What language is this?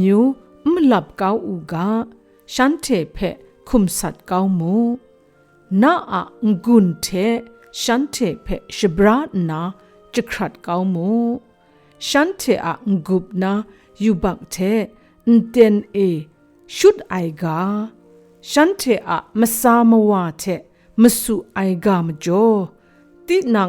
Kachin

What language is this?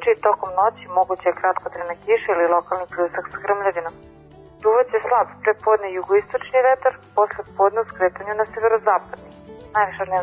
Serbian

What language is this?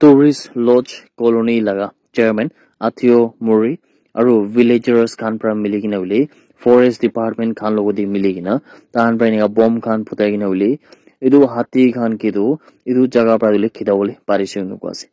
Naga Pidgin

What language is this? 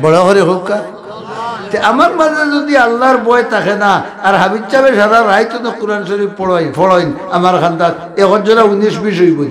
Sylheti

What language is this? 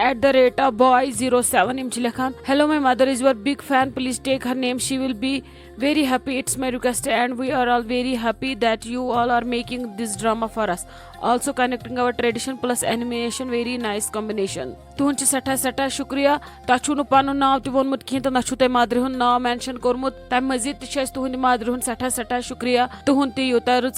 Kashmiri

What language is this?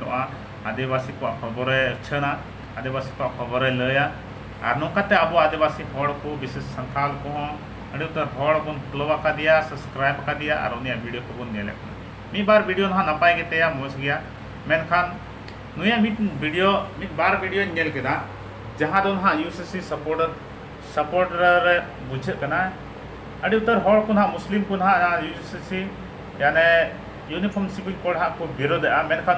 Santali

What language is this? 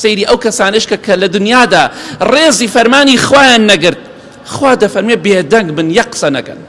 Central Kurdish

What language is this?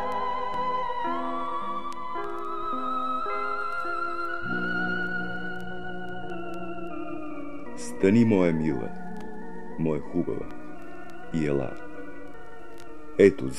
Bulgarian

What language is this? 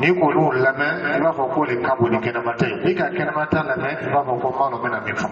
Dyula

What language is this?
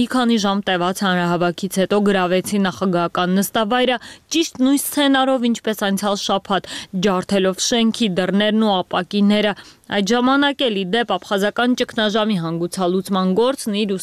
Armenian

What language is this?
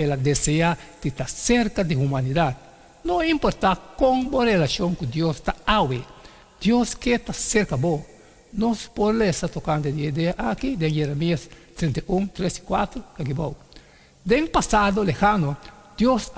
Papiamento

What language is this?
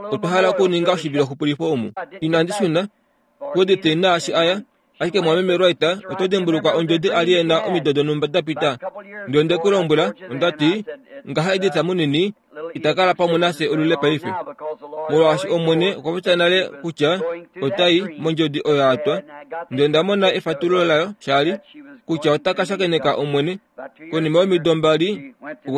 Kuanyama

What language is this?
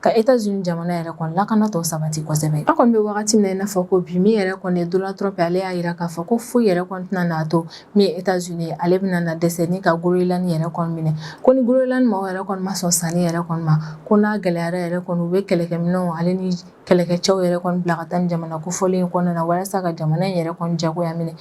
Bambara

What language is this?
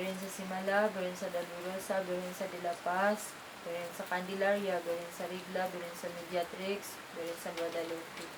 Cebuano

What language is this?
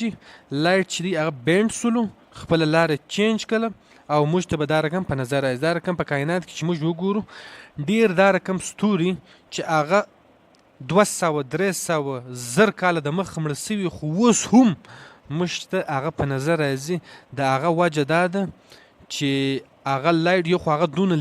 Pashto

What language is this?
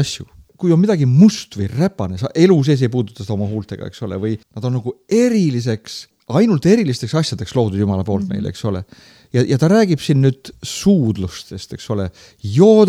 Estonian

